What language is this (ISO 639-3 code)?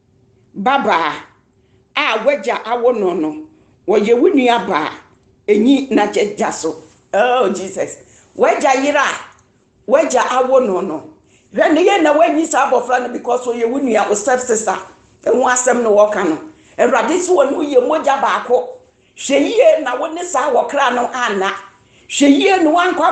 aka